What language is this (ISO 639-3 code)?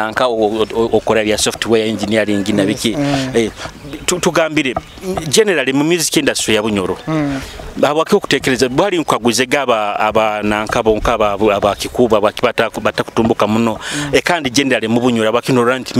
nyo